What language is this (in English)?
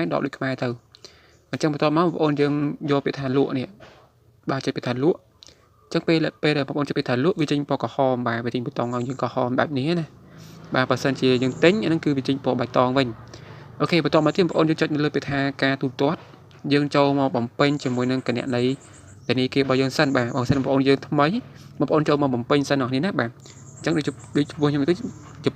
Khmer